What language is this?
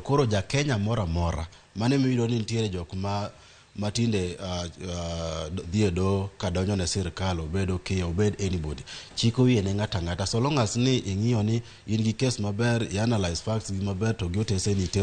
Luo (Kenya and Tanzania)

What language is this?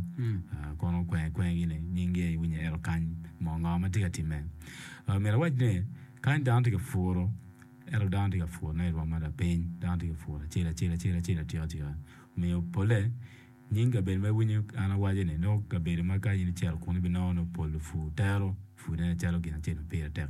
Acoli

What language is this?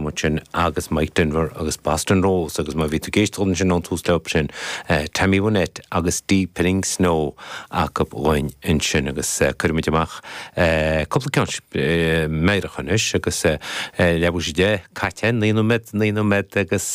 Irish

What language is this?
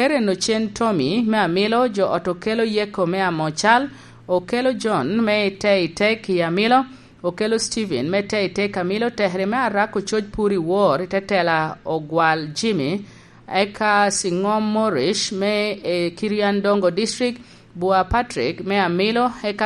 Lango (Uganda)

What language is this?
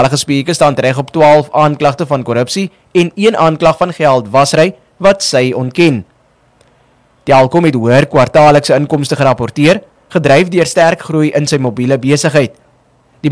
Afrikaans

